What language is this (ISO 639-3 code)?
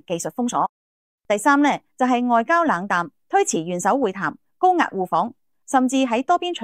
yue